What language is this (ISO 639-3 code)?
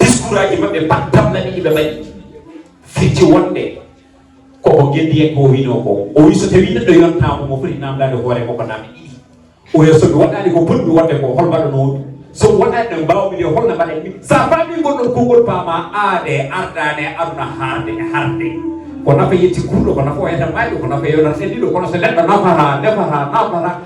ful